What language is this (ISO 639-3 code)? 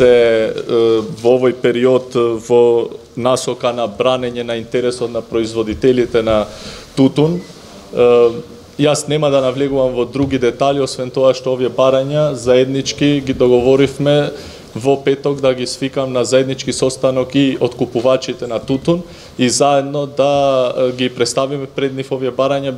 mkd